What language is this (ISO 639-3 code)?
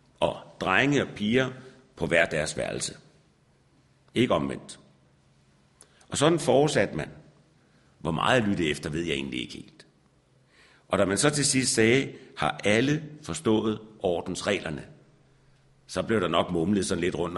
dan